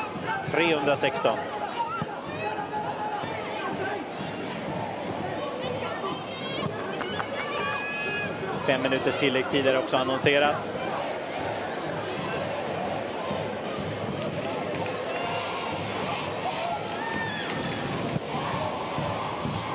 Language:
Swedish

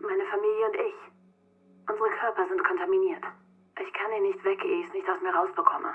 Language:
Bavarian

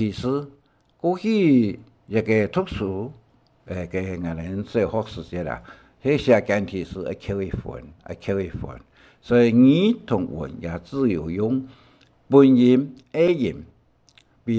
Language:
Hakka Chinese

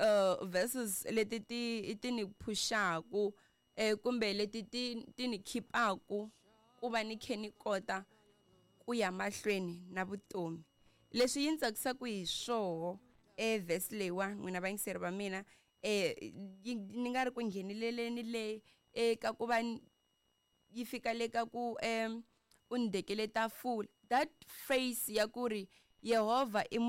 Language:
Tsonga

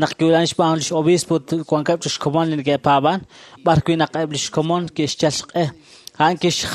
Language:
Kekchí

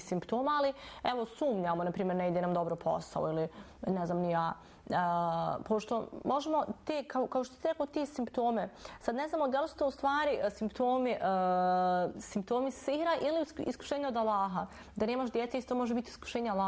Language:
Bosnian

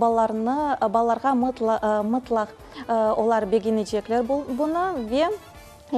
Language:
Crimean Tatar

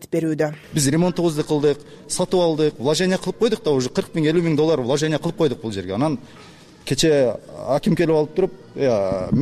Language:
Kyrgyz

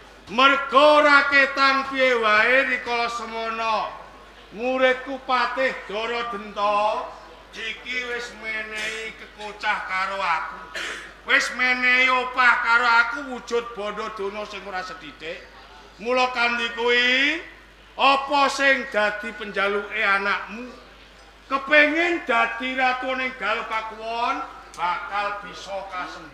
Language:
Javanese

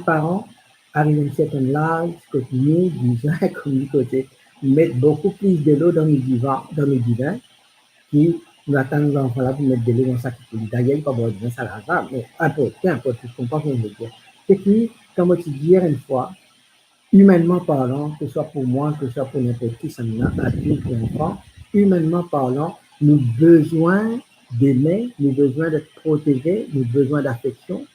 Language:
Morisyen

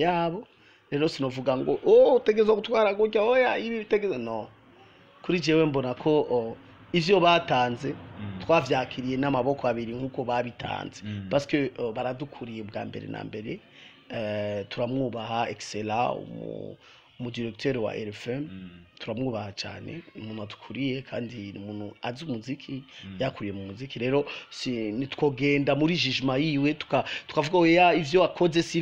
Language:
Rundi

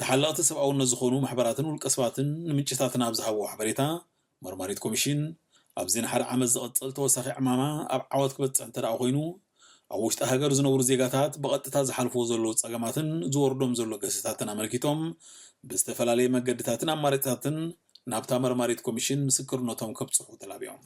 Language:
Tigrinya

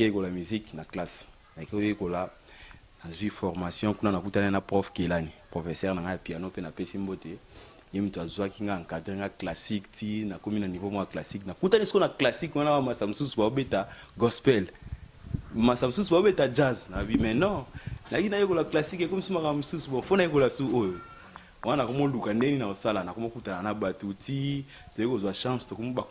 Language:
Lingala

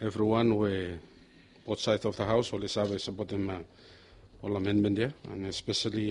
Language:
Bislama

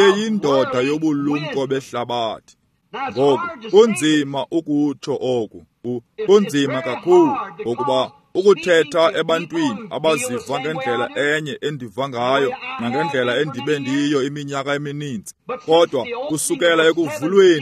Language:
Xhosa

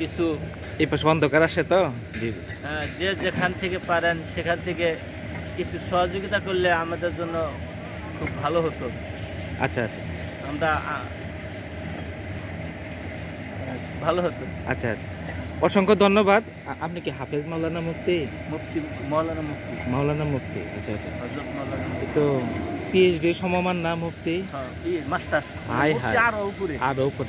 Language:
Bangla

